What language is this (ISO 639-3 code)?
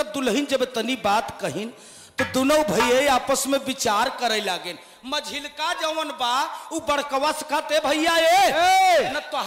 bho